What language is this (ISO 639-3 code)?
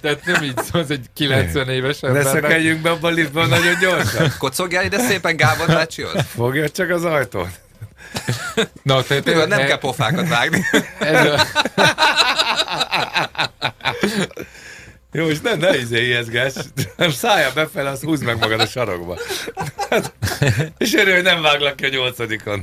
hun